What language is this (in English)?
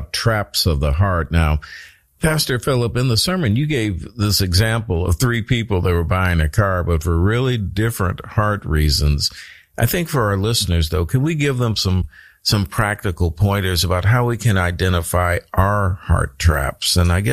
English